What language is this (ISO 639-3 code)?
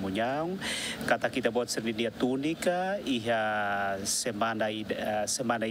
tet